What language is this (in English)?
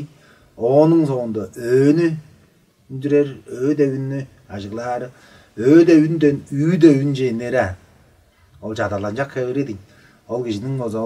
Tuvinian